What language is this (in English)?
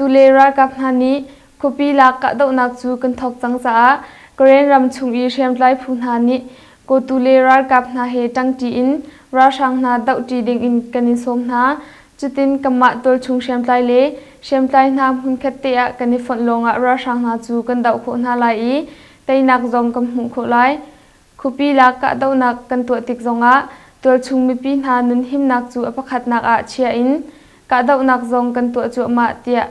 Hakha Chin